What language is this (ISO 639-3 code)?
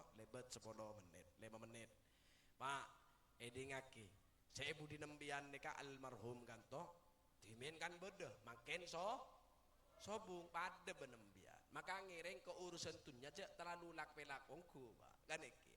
mad